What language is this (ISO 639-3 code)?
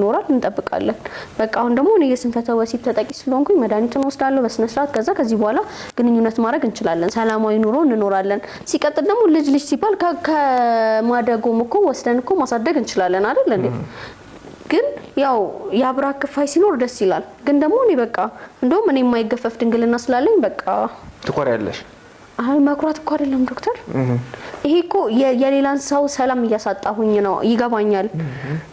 amh